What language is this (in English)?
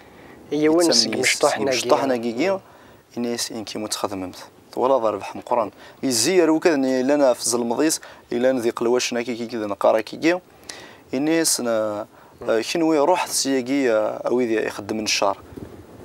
Kabyle